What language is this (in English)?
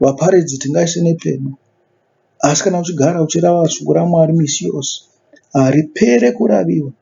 Shona